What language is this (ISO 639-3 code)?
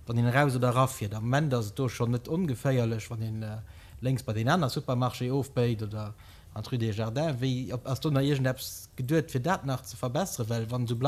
ltz